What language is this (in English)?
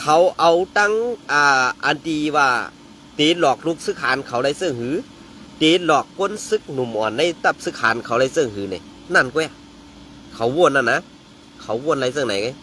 Shan